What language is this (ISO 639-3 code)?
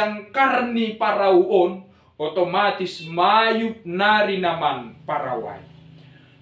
bts